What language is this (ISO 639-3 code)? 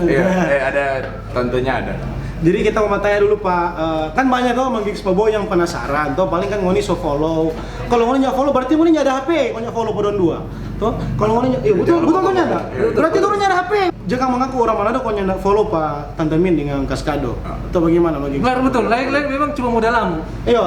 xmm